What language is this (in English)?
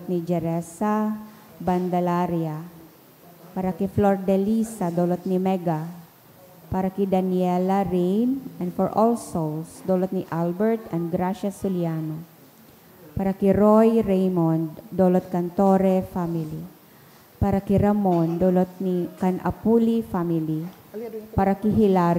Bikol